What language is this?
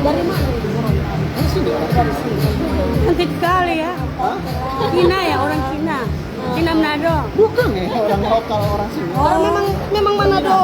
Manado Malay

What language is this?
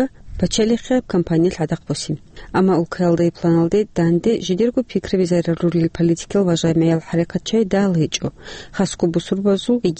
Avaric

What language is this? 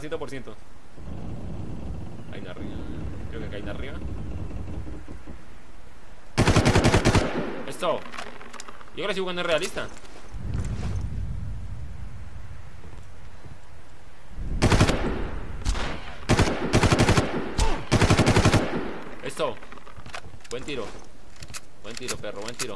Spanish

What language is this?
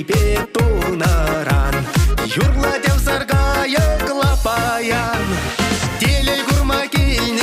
Chuvash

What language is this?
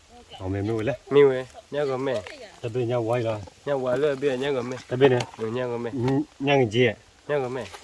S'gaw Karen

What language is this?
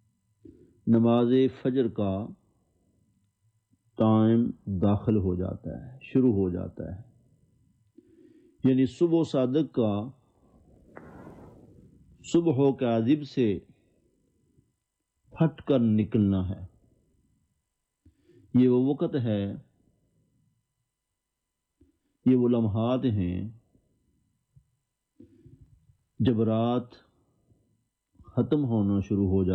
Urdu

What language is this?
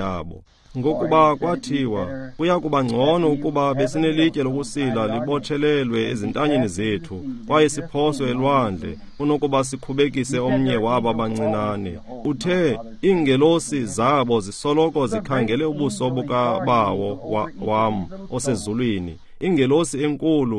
Xhosa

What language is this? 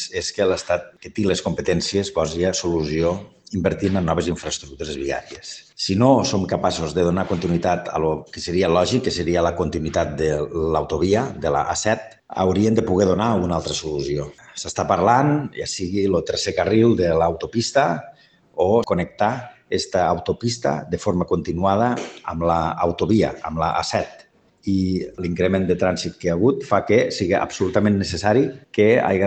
Catalan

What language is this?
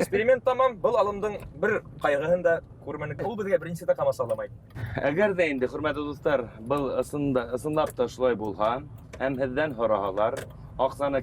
Bashkir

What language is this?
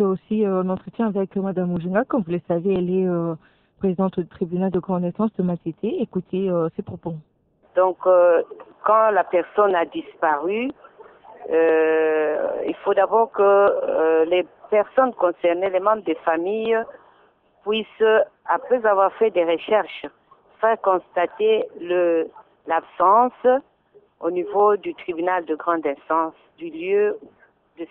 French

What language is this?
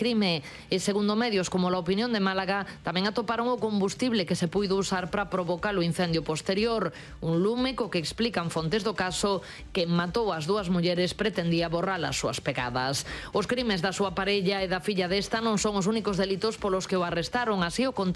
Galician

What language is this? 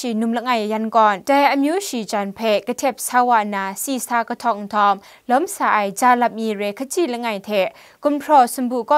Kachin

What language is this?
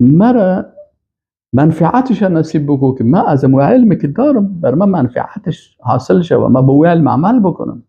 Persian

